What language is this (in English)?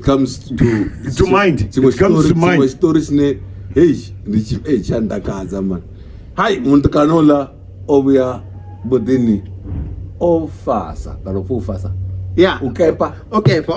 Venda